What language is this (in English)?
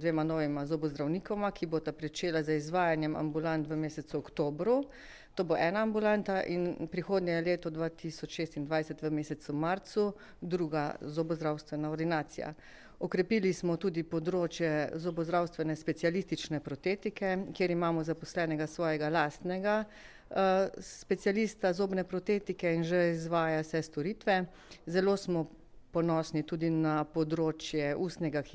Slovenian